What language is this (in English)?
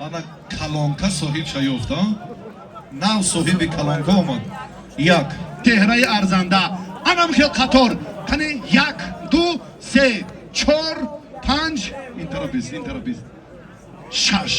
Tajik